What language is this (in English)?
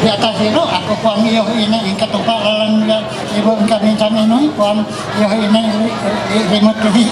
Ma'anyan